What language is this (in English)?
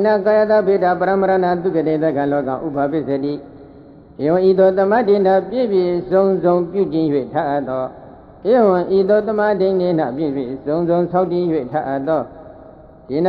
Burmese